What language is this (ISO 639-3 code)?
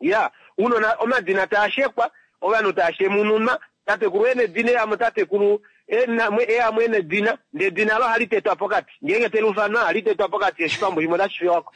kua